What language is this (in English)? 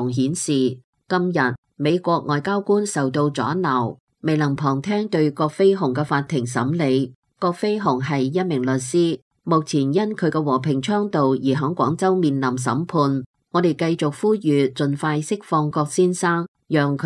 Cantonese